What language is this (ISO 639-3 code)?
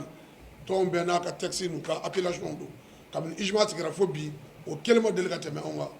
bam